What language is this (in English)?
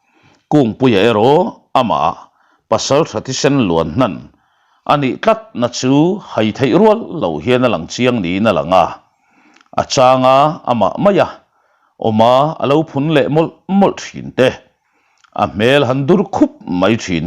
Mizo